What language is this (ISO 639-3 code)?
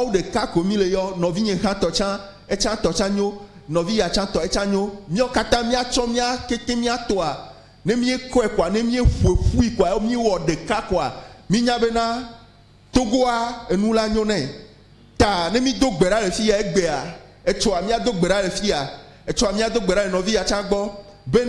ewe